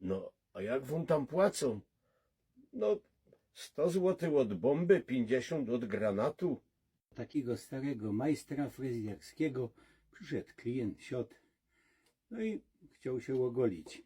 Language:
Silesian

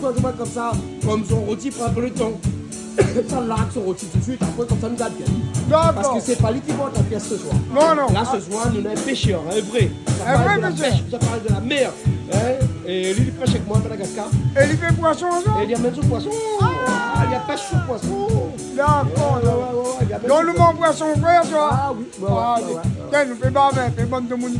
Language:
Réunion Creole French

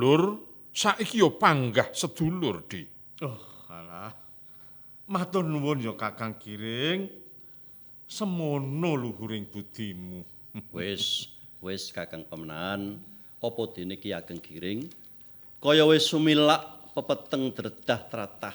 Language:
Javanese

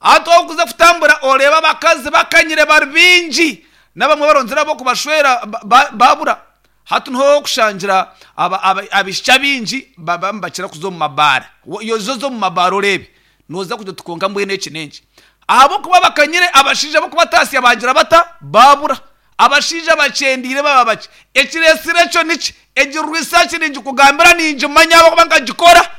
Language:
Nyankole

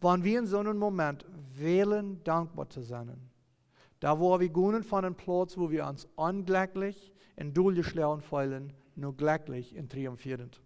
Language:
Plautdietsch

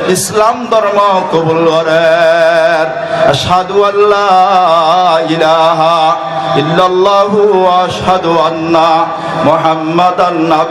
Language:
Rohingya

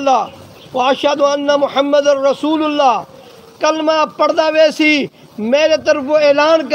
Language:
Saraiki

